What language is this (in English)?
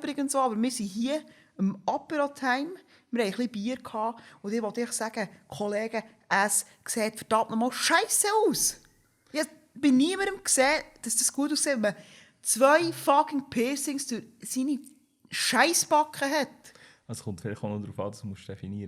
Swiss German